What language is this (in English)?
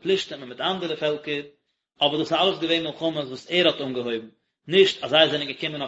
Yiddish